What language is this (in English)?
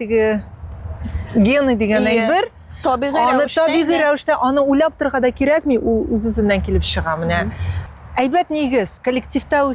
Tatar